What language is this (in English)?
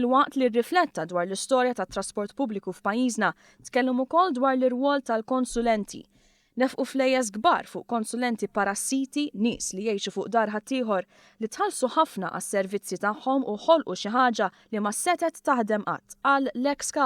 Maltese